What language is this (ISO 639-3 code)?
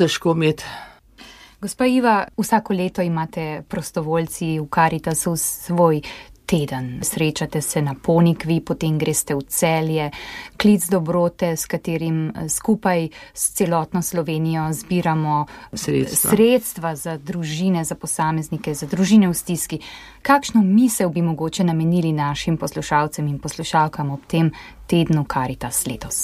slv